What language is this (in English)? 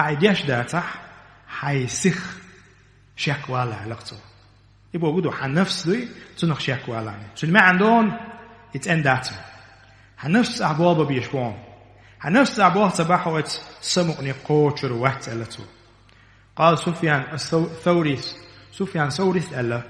Chechen